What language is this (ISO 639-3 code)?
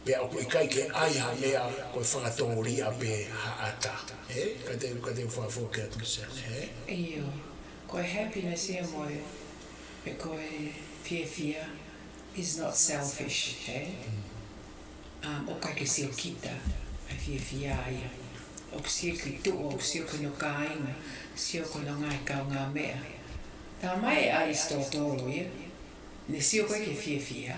ton